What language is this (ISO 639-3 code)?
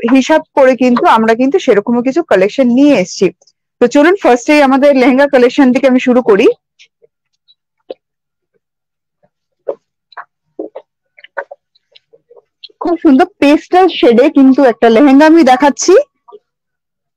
ben